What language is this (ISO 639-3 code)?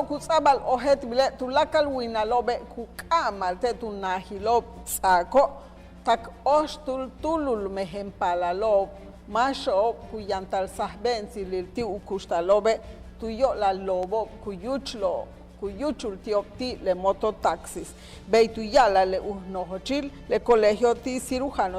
yua